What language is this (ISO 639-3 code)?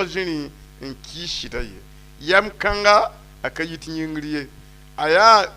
mos